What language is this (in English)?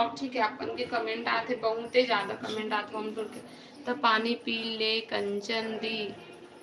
Chhattisgarhi